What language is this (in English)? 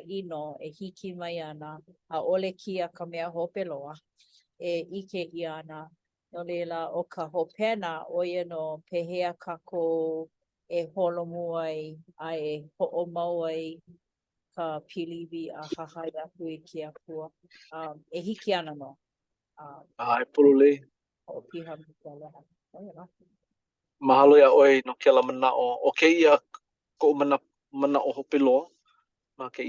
Hawaiian